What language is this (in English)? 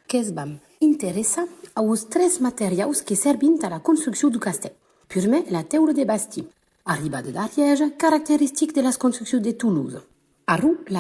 Occitan